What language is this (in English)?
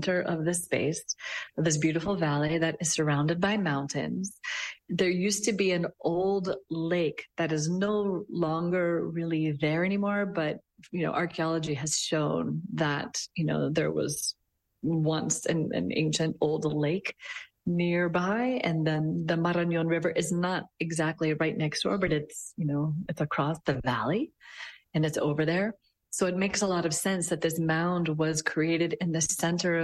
English